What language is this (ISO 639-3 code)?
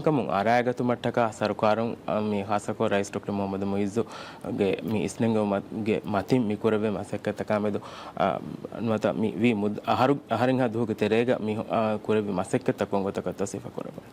div